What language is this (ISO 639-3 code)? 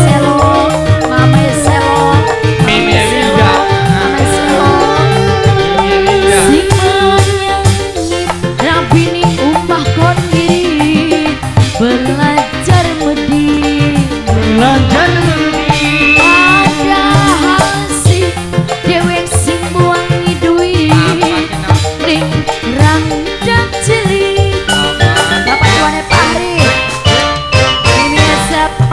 jav